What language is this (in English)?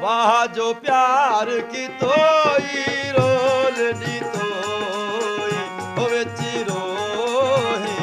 Saraiki